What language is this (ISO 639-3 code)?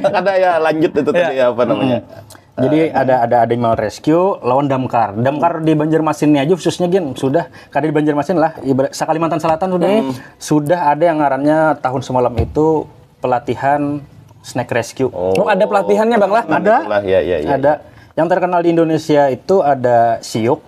bjn